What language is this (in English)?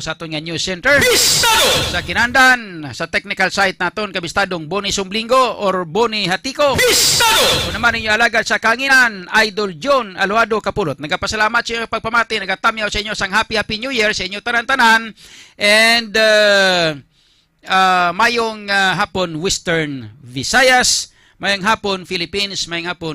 Hiligaynon